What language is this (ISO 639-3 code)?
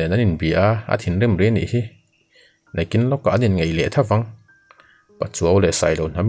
lus